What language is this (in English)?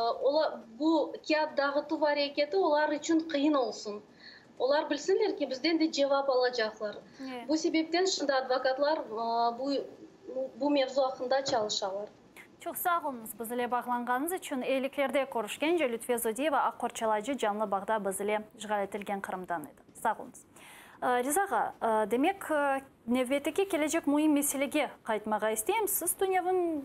Crimean Tatar